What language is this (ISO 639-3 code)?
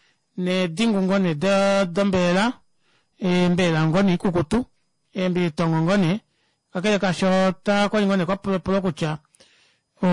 kua